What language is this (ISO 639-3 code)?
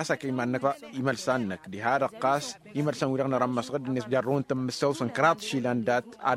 taq